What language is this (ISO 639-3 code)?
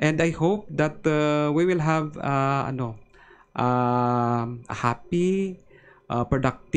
hil